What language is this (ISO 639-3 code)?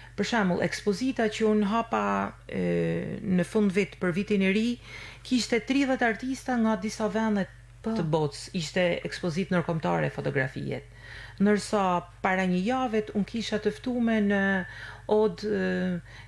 sqi